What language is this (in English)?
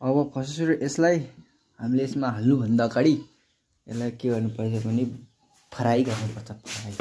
Nepali